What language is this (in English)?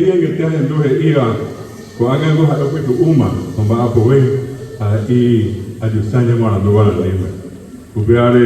Guarani